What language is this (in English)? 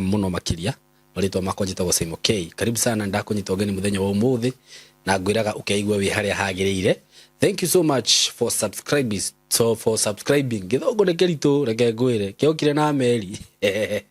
Kikuyu